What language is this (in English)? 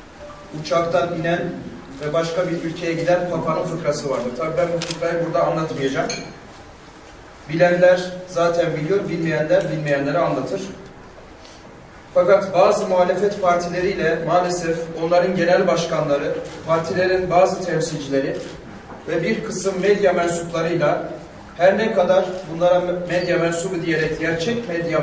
Turkish